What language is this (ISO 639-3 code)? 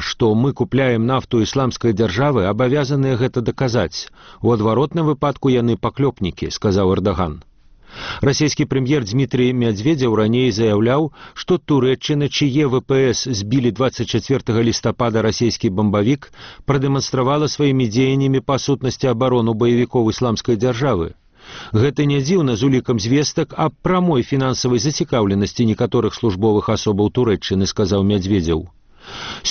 bel